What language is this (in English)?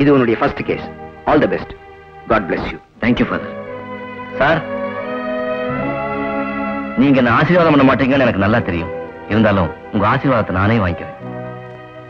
Tamil